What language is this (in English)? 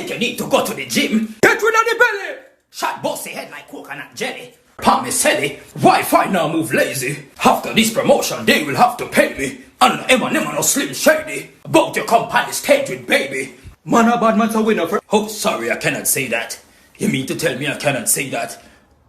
Jamaican Creole English